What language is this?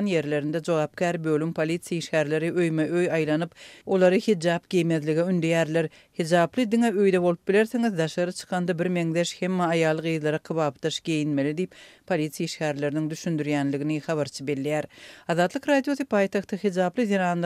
Turkmen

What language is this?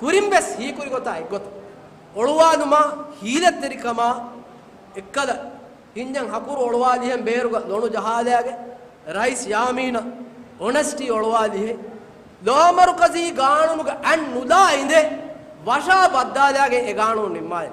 Divehi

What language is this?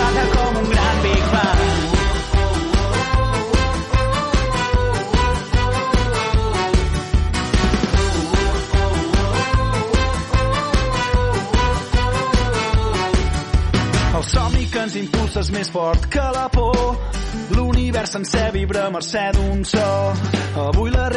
Catalan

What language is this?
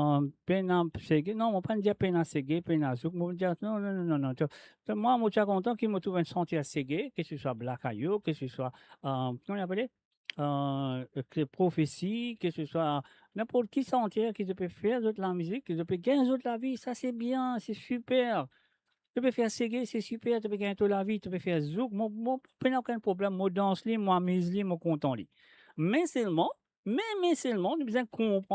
Morisyen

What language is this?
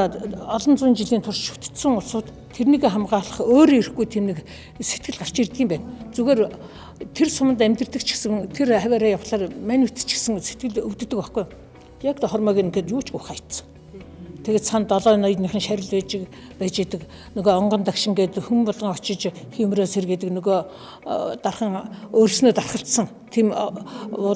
Mongolian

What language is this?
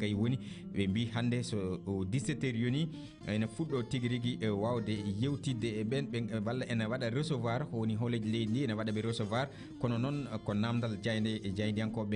Fula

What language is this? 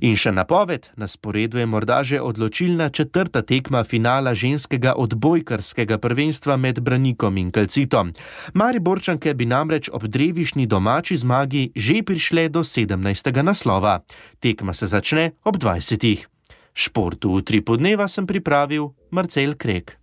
Slovenian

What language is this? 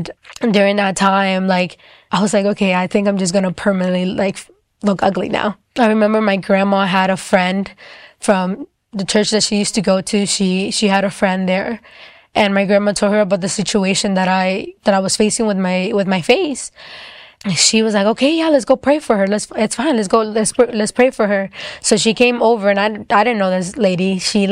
English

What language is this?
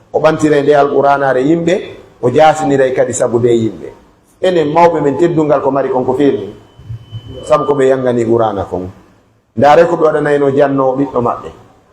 Pular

